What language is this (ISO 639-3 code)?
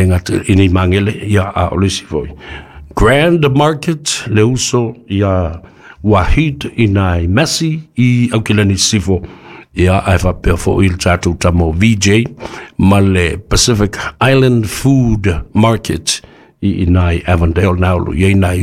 smo